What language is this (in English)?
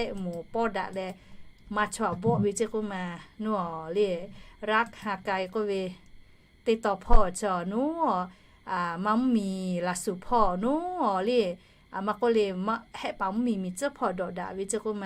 Lahu